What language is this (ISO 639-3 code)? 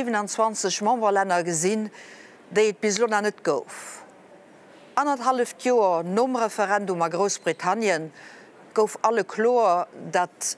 ltz